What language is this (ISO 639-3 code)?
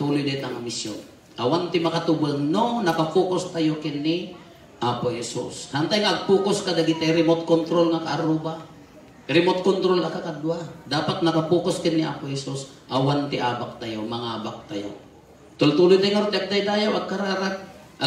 ilo